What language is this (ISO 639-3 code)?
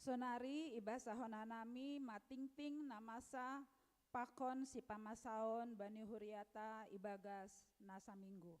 bts